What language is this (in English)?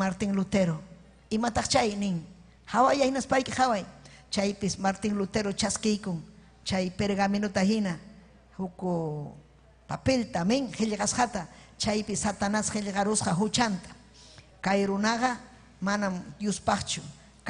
Ayacucho Quechua